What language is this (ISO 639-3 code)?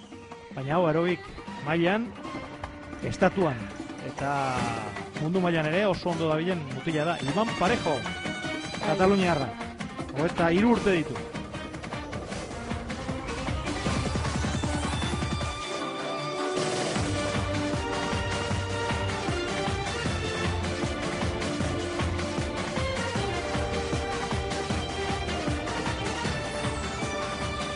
eus